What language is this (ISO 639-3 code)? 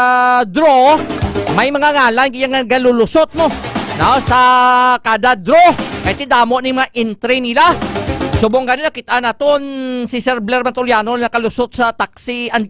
hil